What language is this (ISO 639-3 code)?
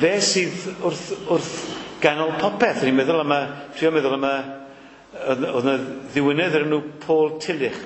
cym